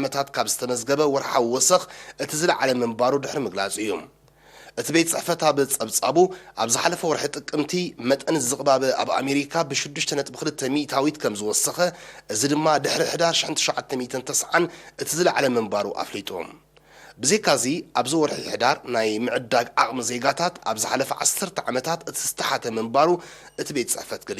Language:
Tigrinya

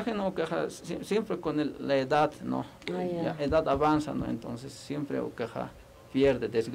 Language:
Aymara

